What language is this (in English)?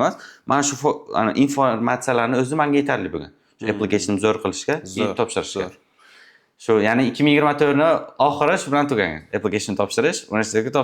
Uzbek